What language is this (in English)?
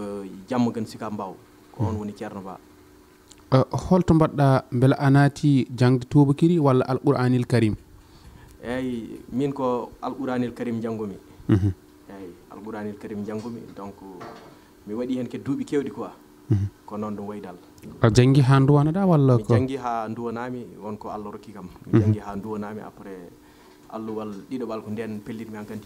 Fula